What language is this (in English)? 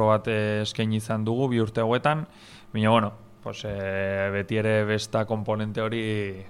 Basque